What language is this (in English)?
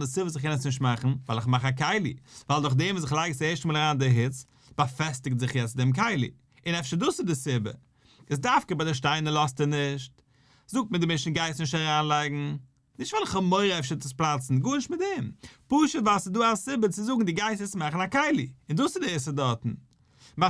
Yiddish